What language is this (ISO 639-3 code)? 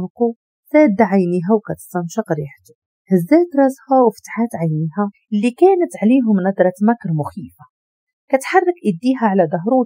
ary